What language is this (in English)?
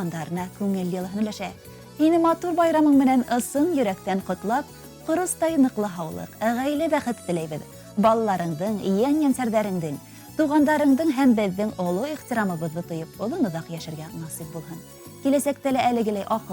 Bashkir